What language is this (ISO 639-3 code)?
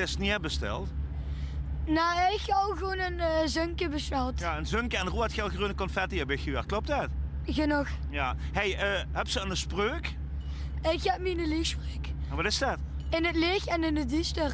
lim